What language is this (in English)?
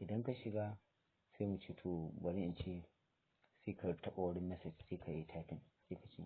Hausa